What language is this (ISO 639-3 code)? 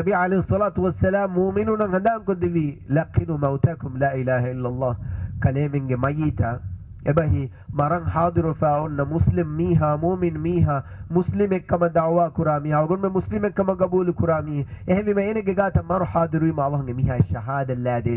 div